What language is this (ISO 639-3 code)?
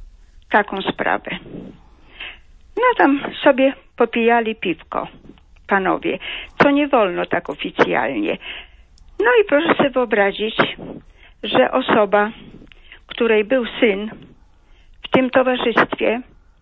pol